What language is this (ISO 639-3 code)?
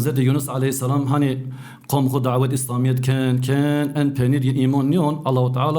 zza